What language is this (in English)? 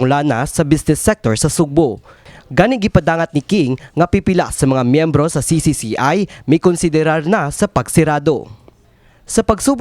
Cebuano